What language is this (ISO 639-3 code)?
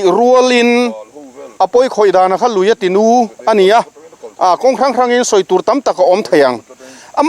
lus